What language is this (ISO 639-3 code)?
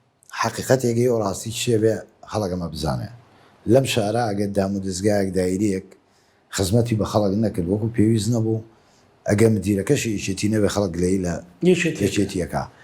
ckb